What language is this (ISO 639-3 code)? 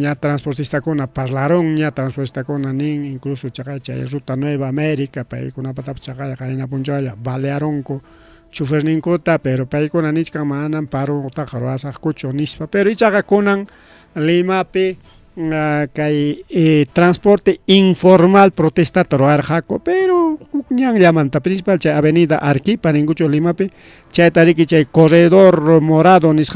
quy